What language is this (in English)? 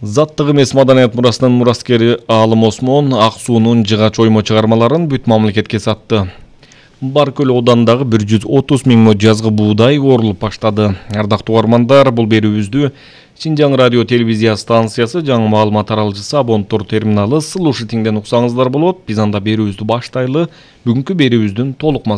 Kyrgyz